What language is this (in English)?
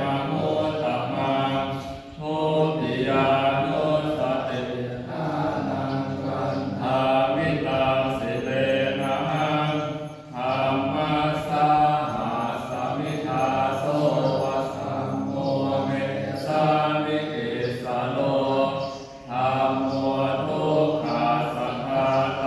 Pali